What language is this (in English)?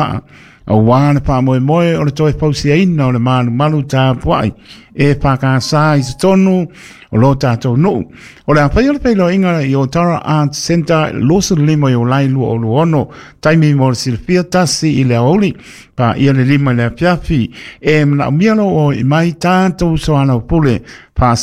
Samoan